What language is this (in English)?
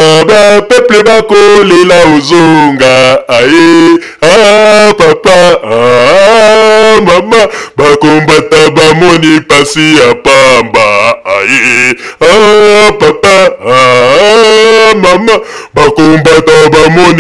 Lingala